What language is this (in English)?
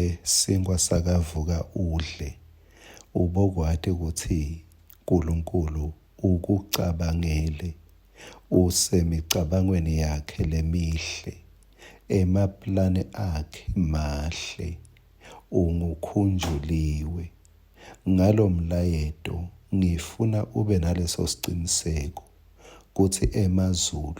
Swati